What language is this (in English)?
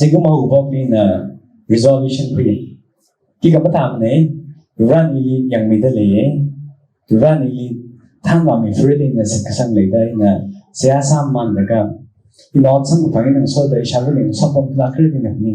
Tangkhul Naga (India)